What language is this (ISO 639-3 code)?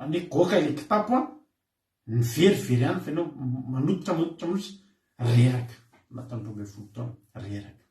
mlg